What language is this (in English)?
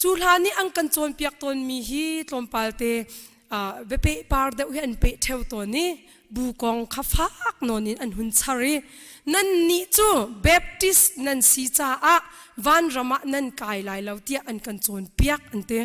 Hakha Chin